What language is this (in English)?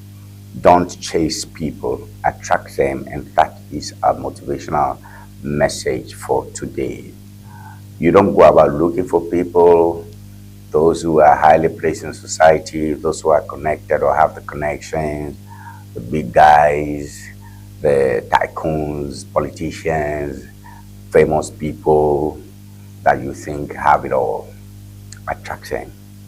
Ewe